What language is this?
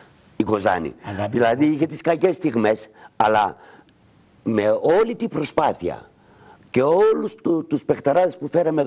Greek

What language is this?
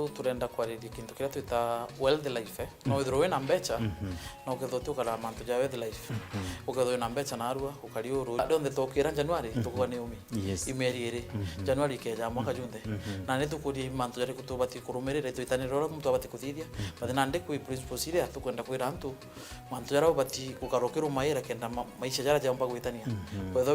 Meru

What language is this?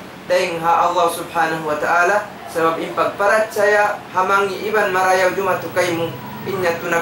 Tausug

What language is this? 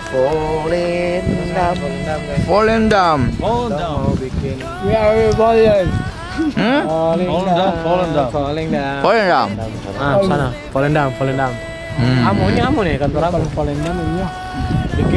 Ambonese Malay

